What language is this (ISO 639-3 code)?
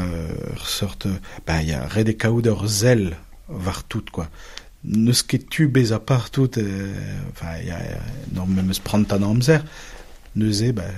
bre